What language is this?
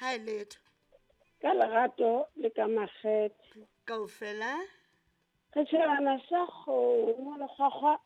Southern Sotho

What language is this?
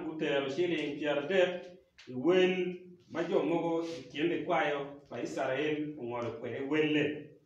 Acoli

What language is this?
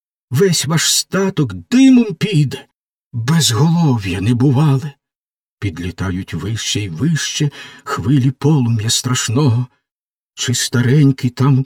Ukrainian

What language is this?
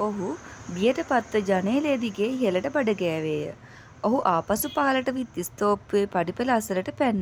Sinhala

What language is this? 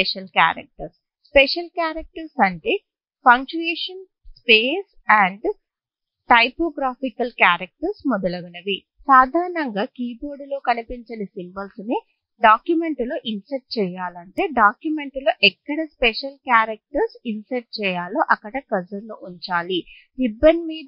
Telugu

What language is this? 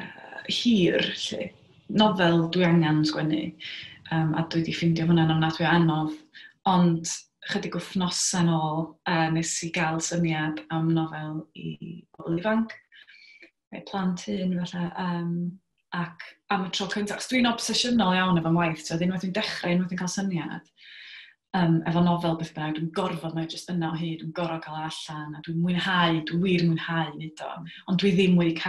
Welsh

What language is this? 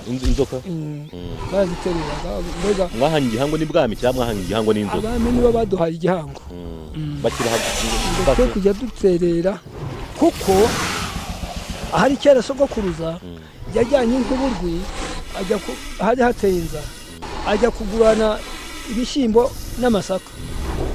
Kinyarwanda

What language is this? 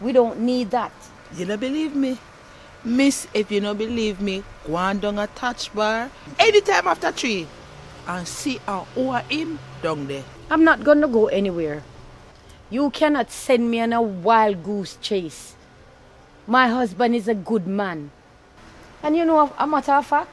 Jamaican Creole English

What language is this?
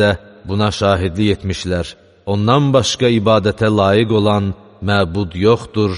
Azerbaijani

